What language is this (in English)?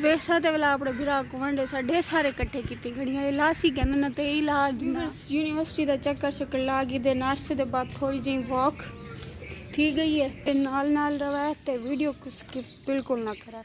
Saraiki